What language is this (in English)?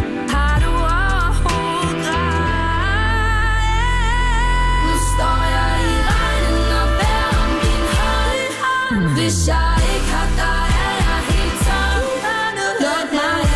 Danish